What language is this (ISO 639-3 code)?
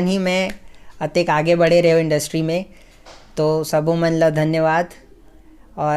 hne